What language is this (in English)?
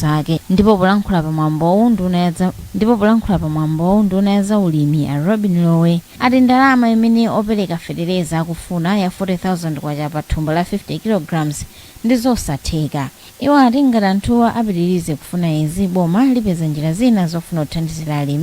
Nyanja